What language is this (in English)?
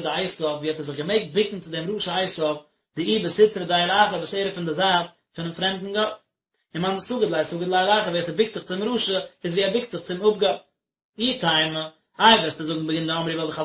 Yiddish